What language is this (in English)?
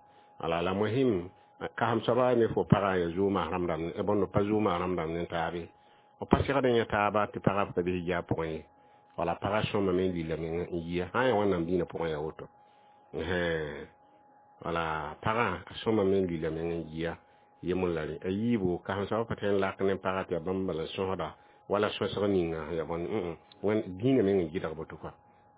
Mossi